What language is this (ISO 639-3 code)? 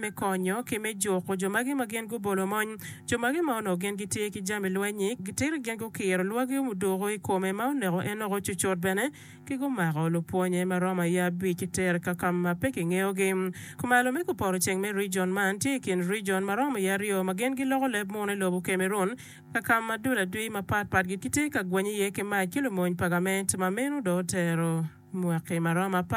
ach